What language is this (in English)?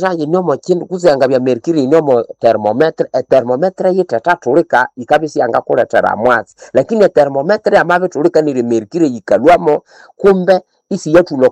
Nande